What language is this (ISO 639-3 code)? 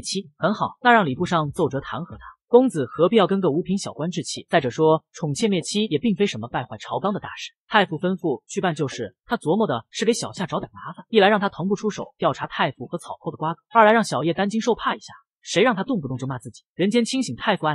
zho